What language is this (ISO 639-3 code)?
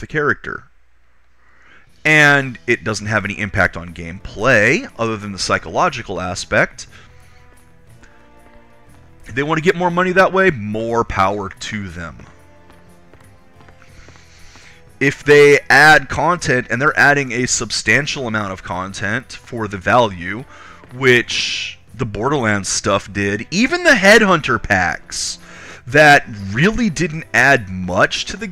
eng